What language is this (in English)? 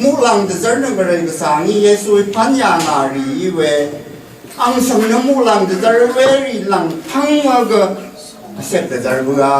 Rawang